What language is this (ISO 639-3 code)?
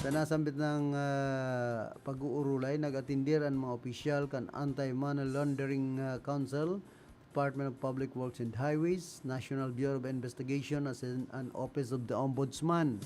bik